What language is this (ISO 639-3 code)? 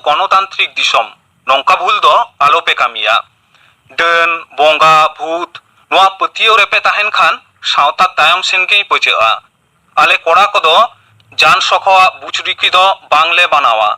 sat